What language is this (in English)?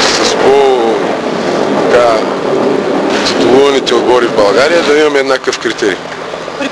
Bulgarian